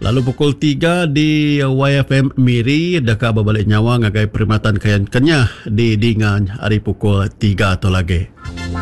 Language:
Iban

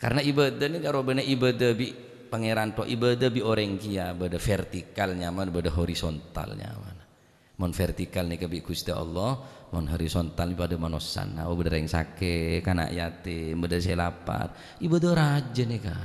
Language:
Madurese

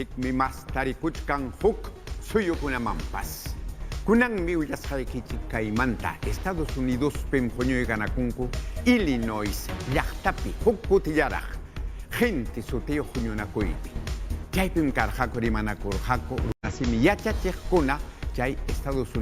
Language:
Ayacucho Quechua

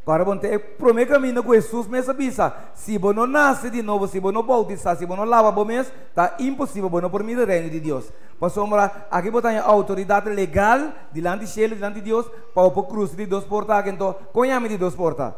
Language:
Papiamento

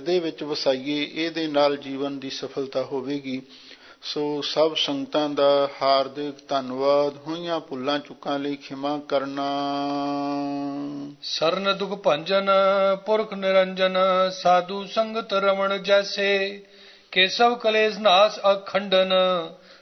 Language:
Punjabi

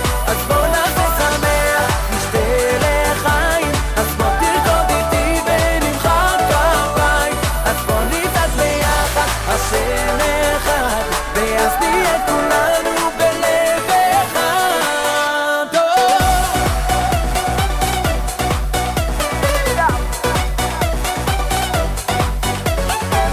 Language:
Hebrew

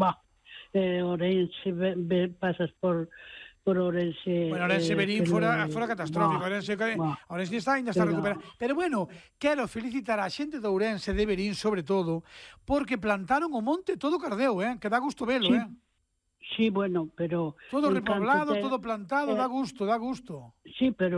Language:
Galician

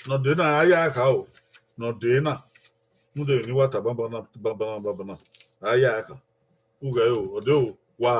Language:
Bini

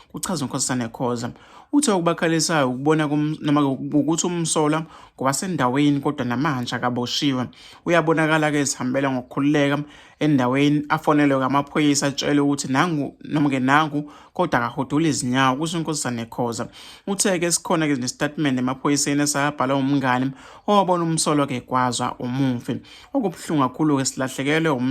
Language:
Zulu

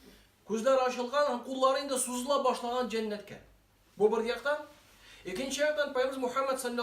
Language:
Tatar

